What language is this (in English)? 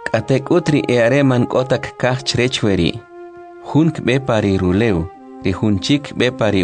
Kʼicheʼ